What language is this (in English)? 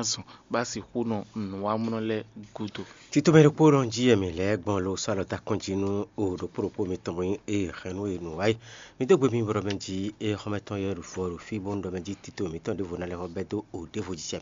Fon